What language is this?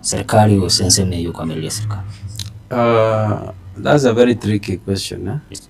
Gusii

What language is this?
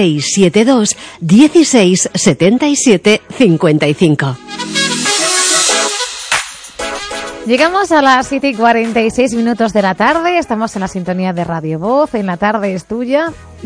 Spanish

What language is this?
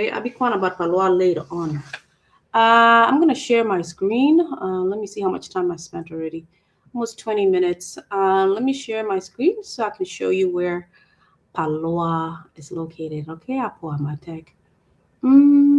Acoli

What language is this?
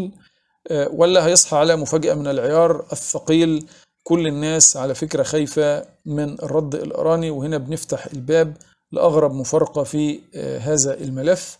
Egyptian Arabic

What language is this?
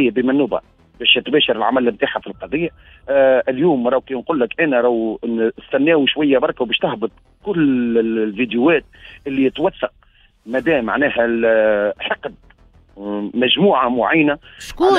Tunisian Arabic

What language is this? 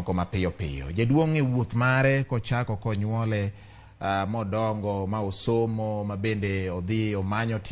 Luo (Kenya and Tanzania)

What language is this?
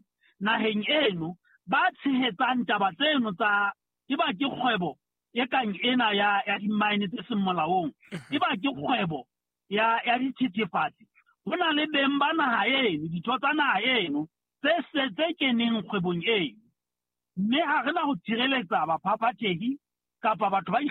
Southern Sotho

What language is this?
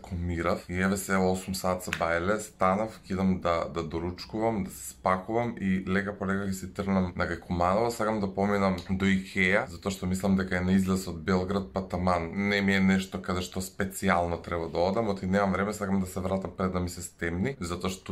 Macedonian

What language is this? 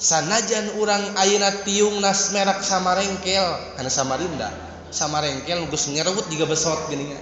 Sundanese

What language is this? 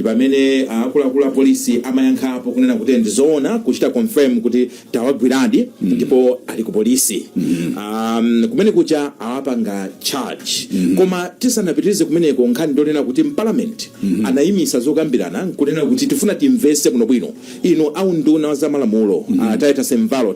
Nyanja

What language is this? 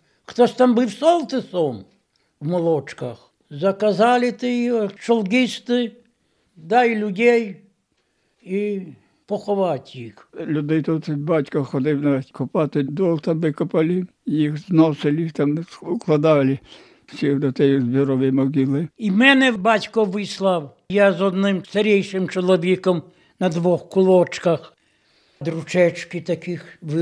Ukrainian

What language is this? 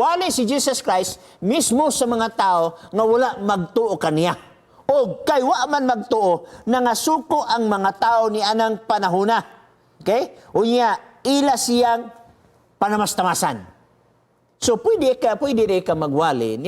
Cebuano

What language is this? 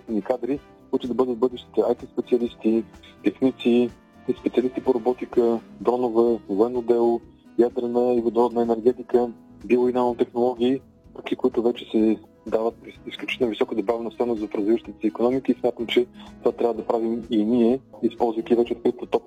Bulgarian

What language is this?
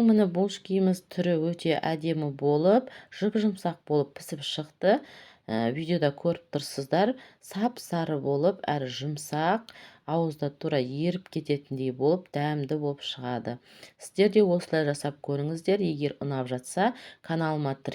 Kazakh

